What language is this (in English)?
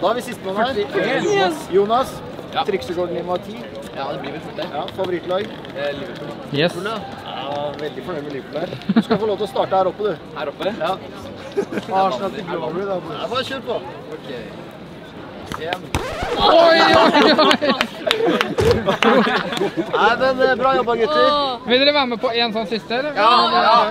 Norwegian